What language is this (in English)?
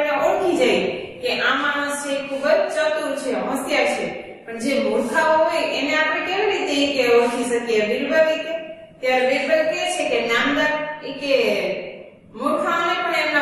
Gujarati